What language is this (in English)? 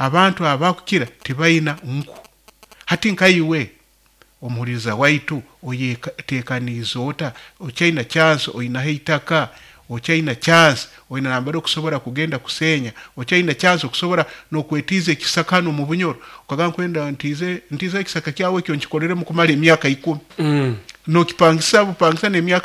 Nyoro